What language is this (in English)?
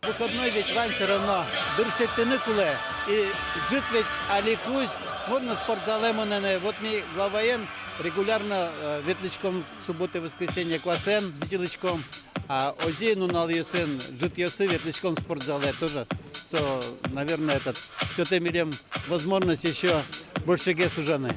Udmurt